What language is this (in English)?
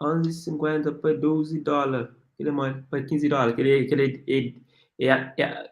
Kabuverdianu